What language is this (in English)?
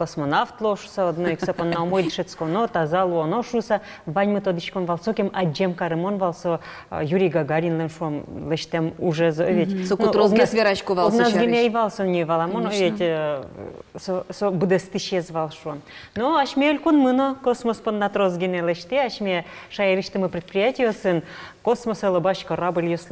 Udmurt